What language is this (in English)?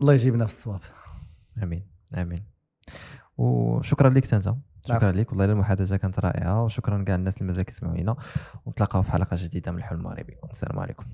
Moroccan Arabic